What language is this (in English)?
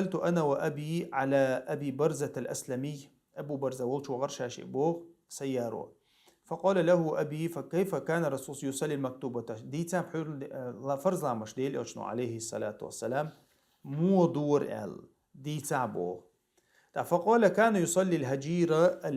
Chechen